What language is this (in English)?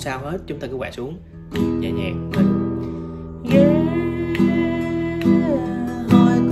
Vietnamese